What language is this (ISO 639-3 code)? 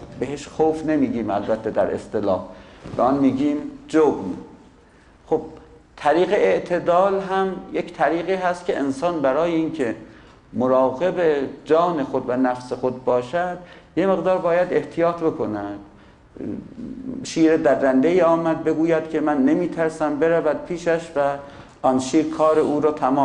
fas